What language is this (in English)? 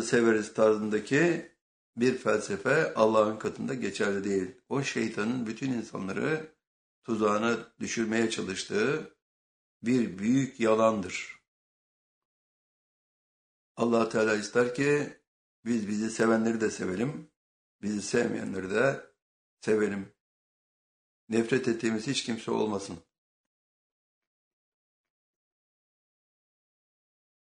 Turkish